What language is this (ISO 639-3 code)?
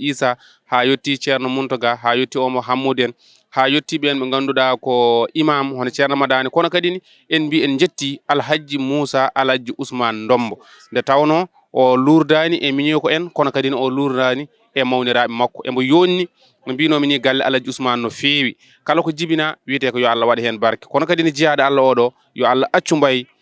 ful